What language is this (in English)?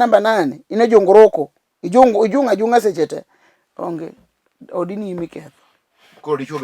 Luo (Kenya and Tanzania)